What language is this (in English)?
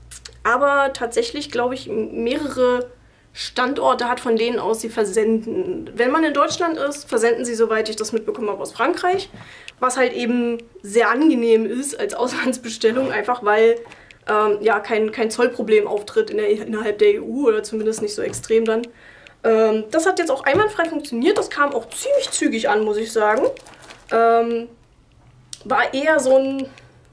German